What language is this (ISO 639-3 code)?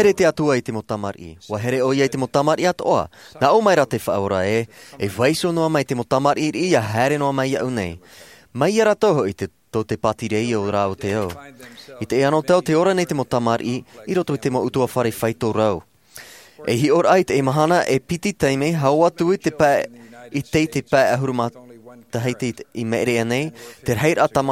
tah